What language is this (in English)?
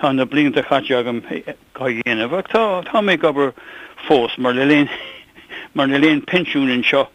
Irish